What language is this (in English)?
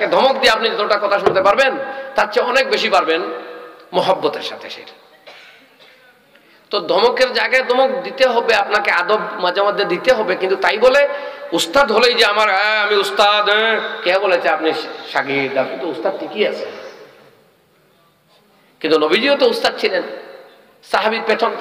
Bangla